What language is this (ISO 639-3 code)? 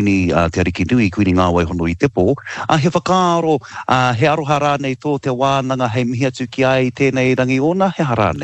mri